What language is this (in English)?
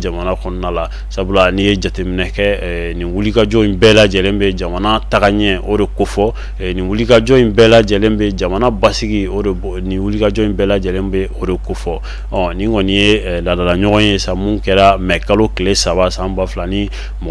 Bambara